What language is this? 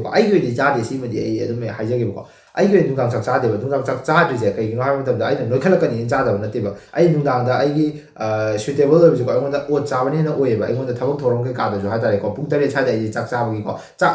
Manipuri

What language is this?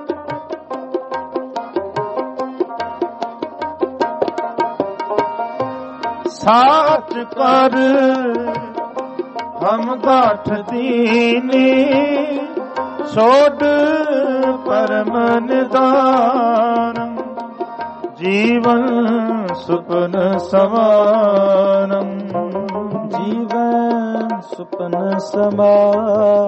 Punjabi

